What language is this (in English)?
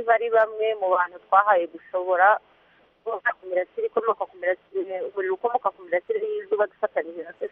Kinyarwanda